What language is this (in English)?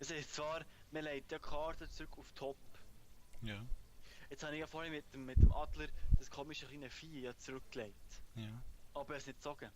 Swiss German